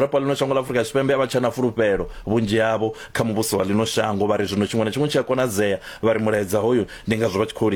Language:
Venda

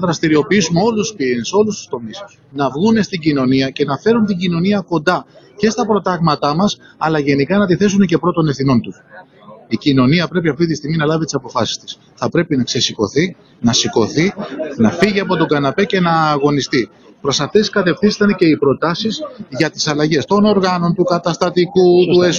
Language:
Greek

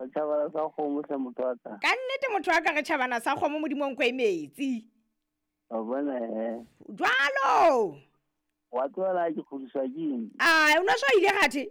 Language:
Southern Sotho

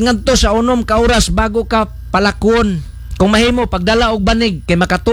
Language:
Cebuano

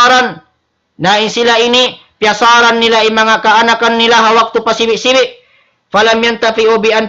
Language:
Tausug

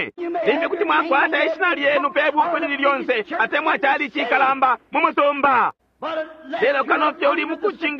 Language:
Bemba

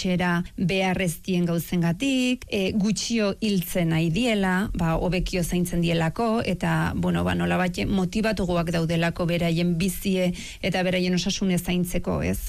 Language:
Basque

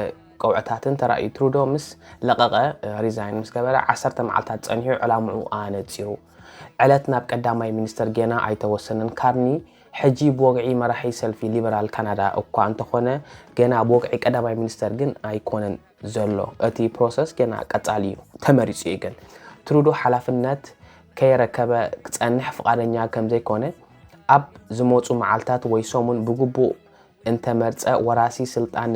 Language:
Tigrinya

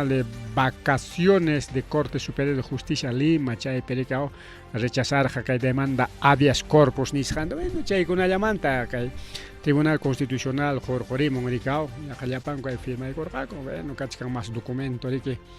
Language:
Ayacucho Quechua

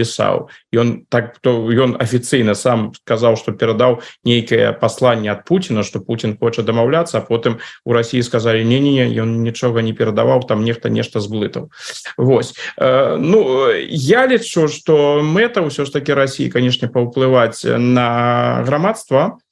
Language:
Belarusian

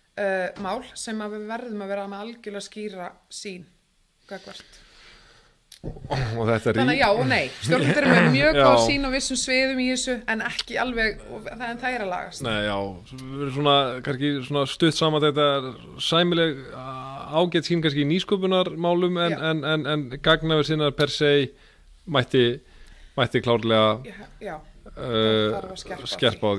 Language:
Icelandic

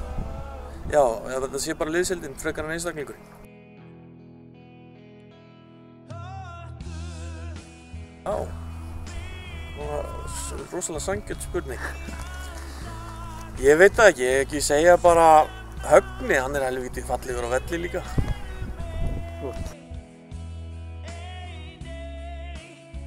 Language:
Icelandic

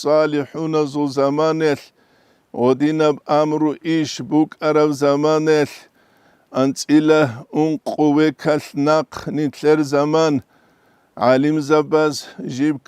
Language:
Avaric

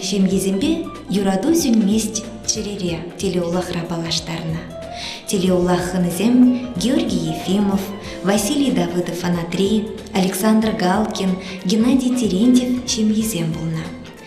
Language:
Chuvash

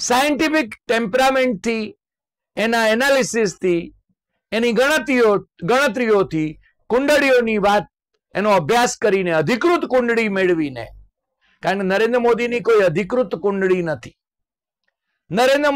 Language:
Gujarati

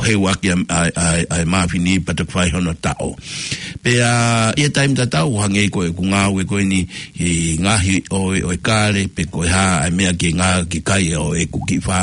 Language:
Tongan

